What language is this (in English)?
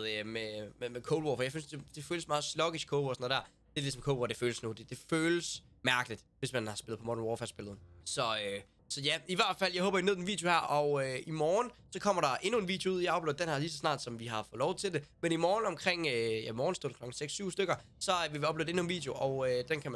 Danish